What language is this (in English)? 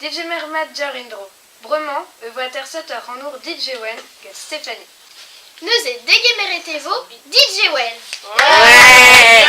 Breton